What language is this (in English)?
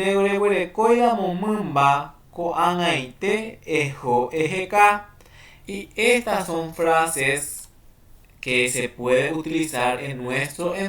Guarani